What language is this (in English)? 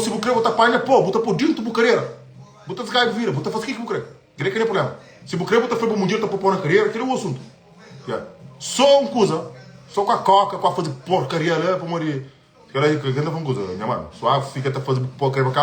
Kabuverdianu